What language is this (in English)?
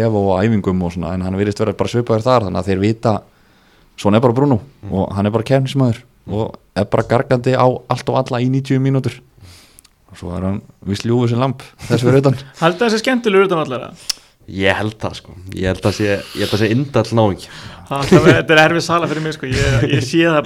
Icelandic